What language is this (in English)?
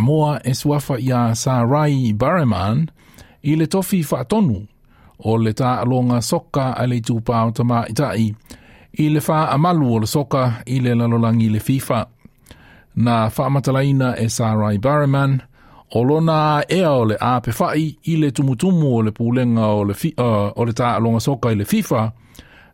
Samoan